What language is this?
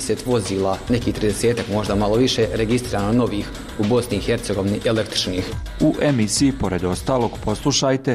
Bosnian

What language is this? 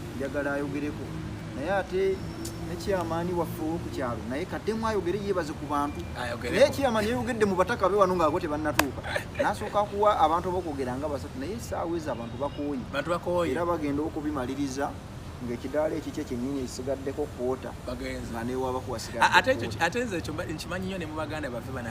Ganda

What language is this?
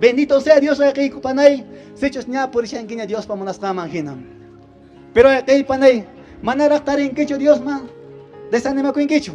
Quechua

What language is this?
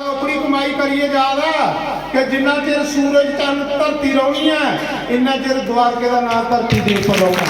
Dogri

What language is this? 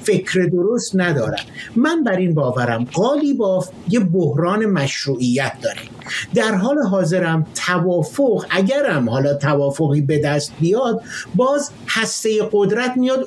Persian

